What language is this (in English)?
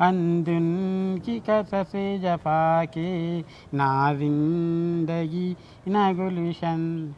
Brahui